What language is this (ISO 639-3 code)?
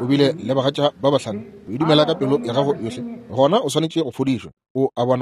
nso